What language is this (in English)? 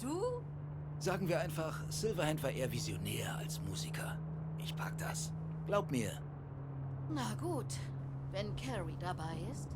Swiss German